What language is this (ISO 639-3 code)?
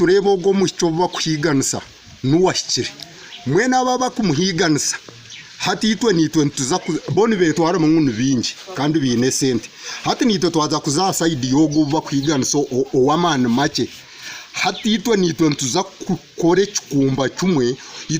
nyn